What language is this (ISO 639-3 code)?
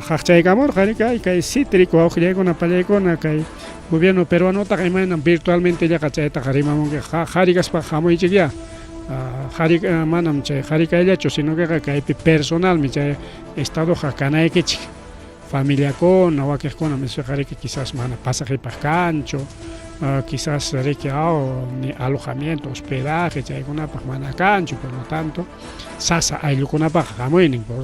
quy